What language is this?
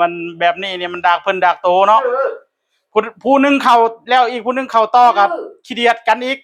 Northeastern Thai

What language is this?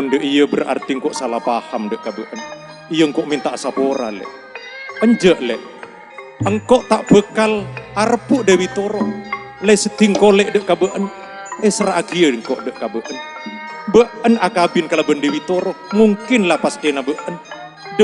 Madurese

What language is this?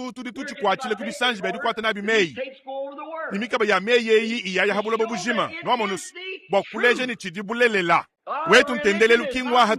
Luba-Lulua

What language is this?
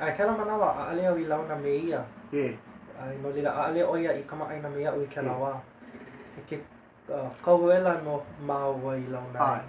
Hawaiian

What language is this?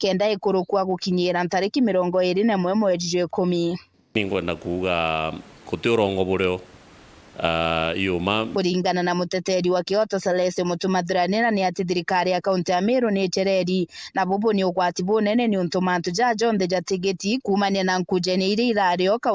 Meru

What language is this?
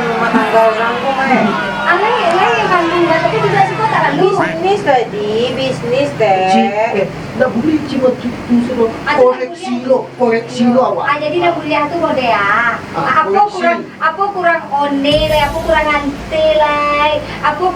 Minangkabau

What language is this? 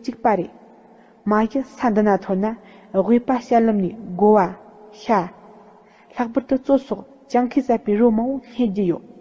Tibetan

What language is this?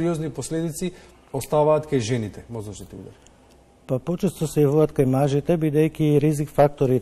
Macedonian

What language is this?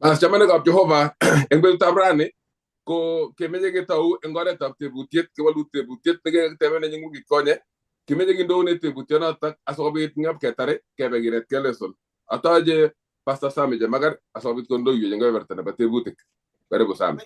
Kalenjin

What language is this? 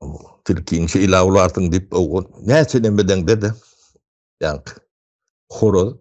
Turkmen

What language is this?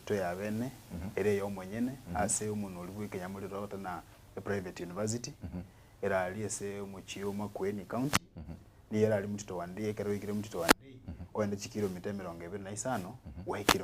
Gusii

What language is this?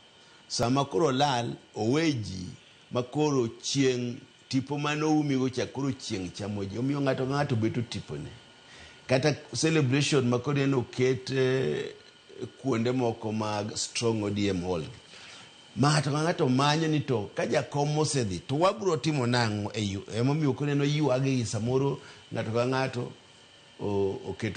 Luo (Kenya and Tanzania)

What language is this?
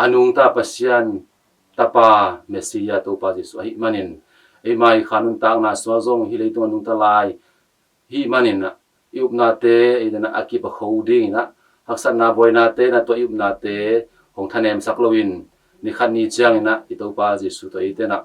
Tedim Chin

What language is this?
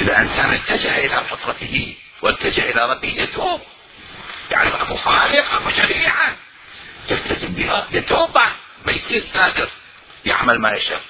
Mesopotamian Arabic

